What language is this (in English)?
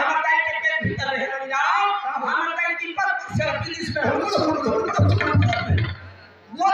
Chhattisgarhi